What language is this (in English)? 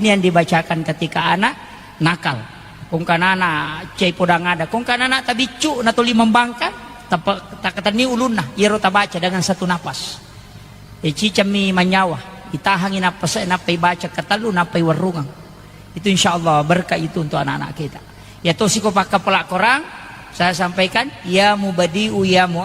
Buginese